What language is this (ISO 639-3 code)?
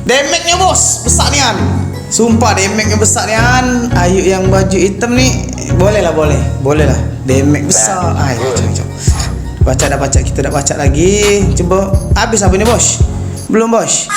mui